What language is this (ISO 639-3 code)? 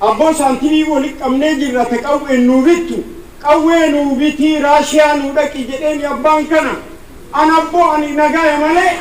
orm